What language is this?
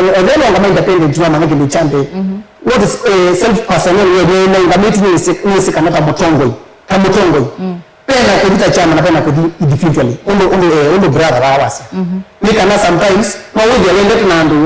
Kamba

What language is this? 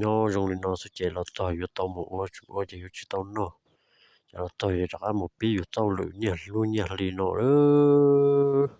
Hmong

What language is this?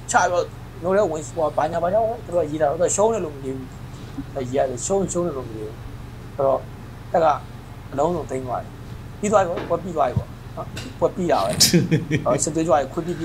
Burmese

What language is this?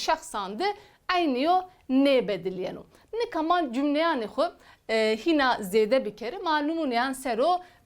Zaza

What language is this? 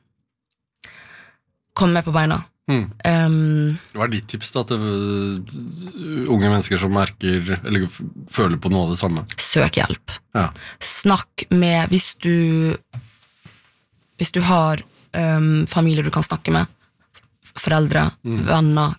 Norwegian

